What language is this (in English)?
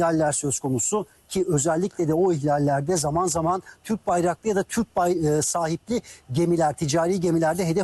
Turkish